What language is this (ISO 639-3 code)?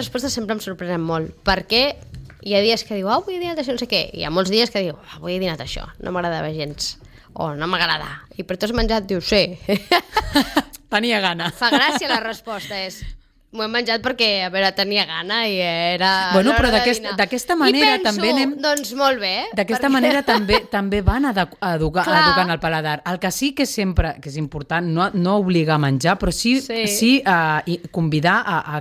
cat